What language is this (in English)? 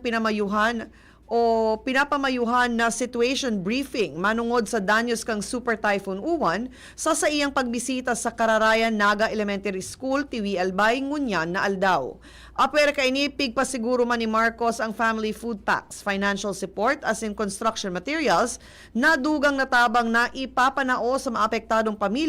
Bikol